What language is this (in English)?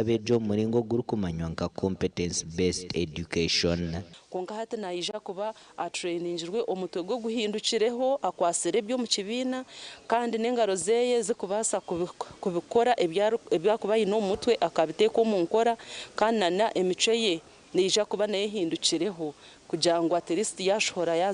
Nyankole